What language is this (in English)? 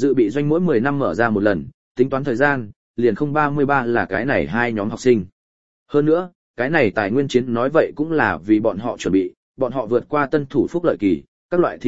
Vietnamese